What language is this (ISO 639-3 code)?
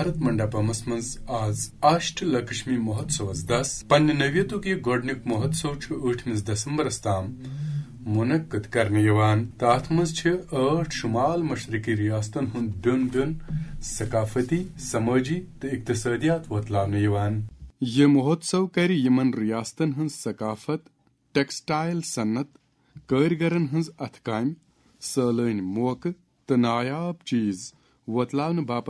kas